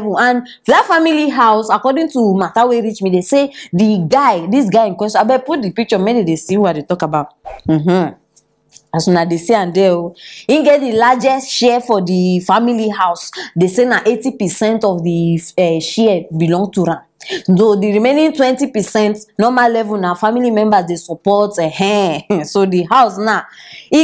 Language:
Nigerian Pidgin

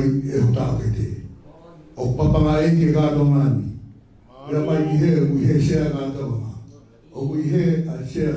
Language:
Tongan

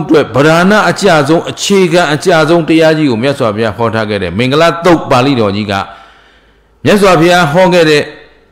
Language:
Burmese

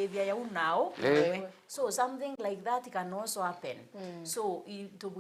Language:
Meru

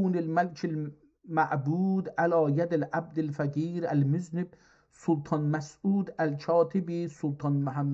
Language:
South Azerbaijani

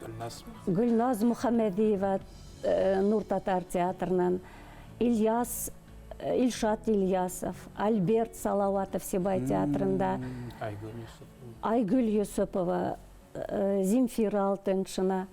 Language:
Bashkir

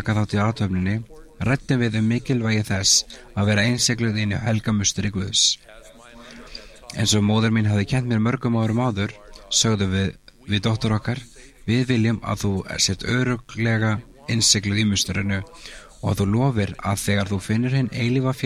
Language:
Icelandic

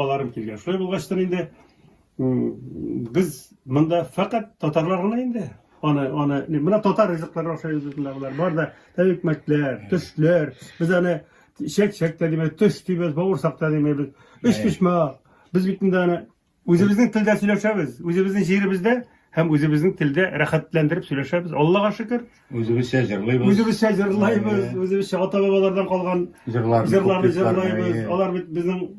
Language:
Tatar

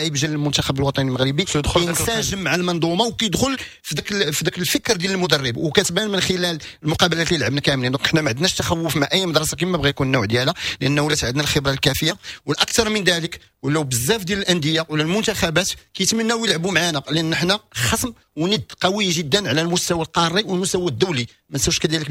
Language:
Moroccan Arabic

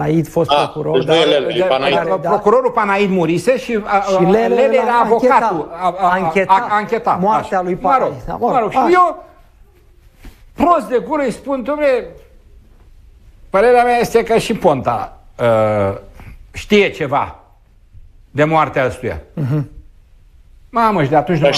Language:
Romanian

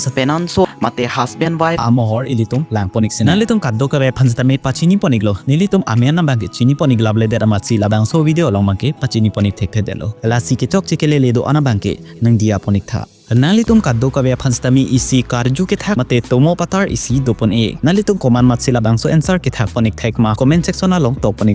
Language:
Karbi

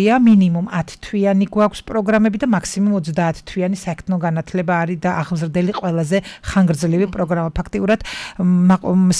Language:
Georgian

